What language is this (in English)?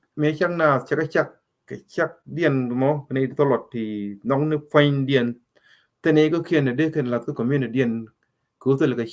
Nuer